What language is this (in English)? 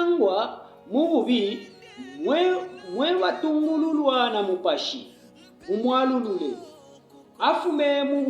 Bemba